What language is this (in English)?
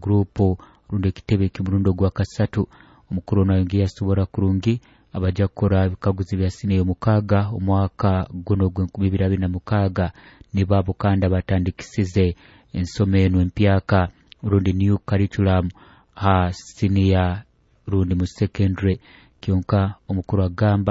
Nyoro